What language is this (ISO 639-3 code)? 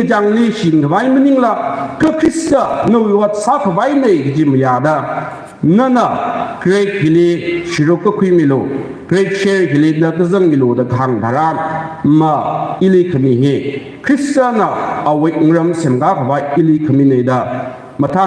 nmf